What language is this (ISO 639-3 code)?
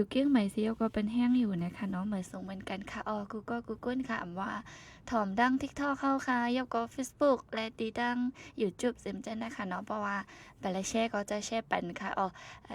shn